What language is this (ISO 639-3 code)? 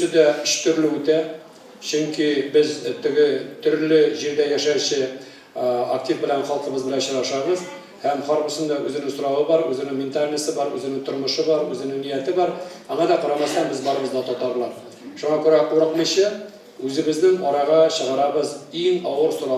tat